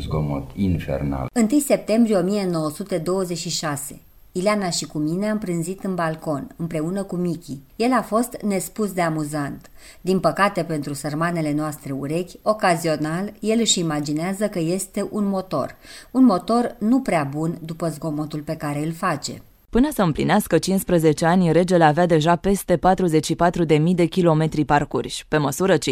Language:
Romanian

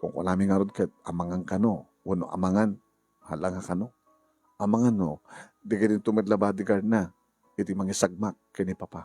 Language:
Iloko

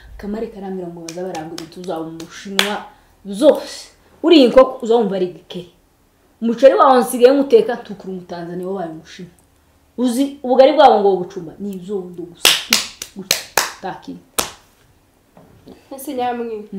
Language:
Kinyarwanda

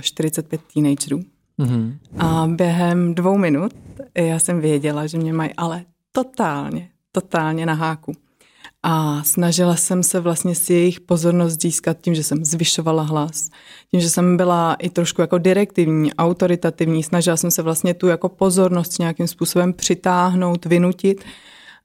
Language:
Czech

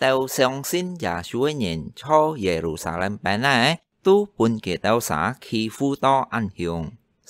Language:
Hakka Chinese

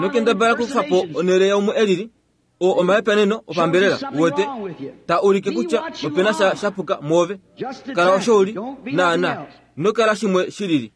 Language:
Kuanyama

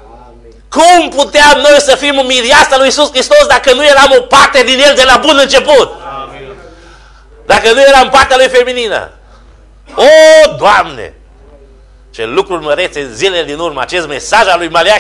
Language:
Romanian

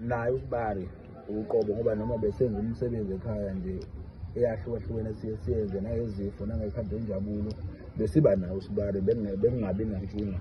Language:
Zulu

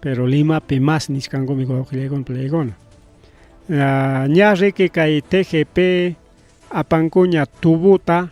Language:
Ayacucho Quechua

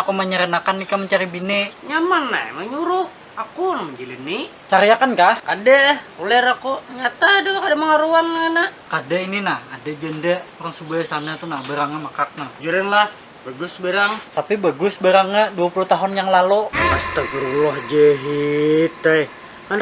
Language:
Banjar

